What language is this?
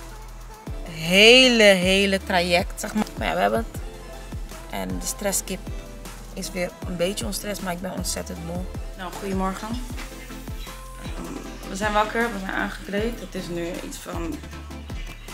Dutch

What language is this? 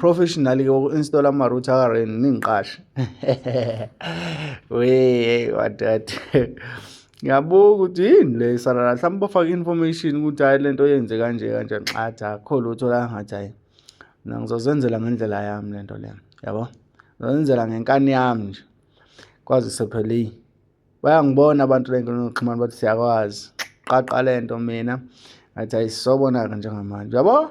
Zulu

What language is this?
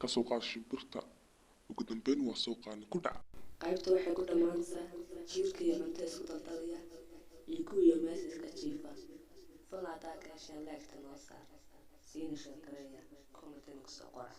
Somali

